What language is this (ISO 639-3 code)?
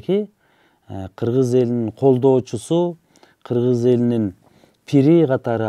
kir